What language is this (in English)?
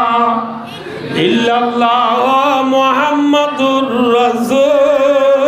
Rohingya